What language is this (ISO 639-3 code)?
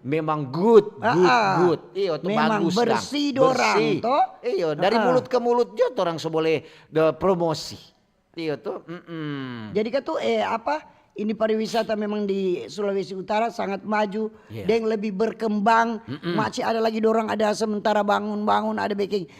xmm